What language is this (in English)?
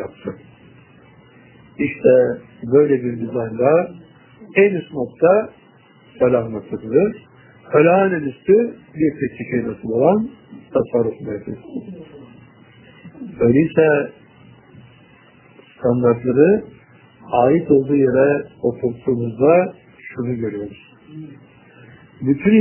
Turkish